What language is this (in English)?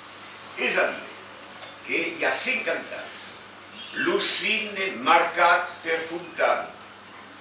Occitan